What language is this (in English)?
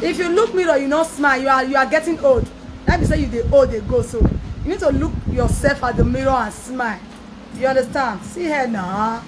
Nigerian Pidgin